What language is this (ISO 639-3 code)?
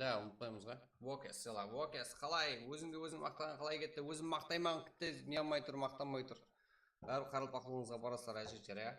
kaa